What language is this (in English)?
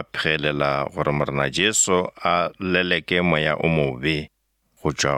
Northern Sotho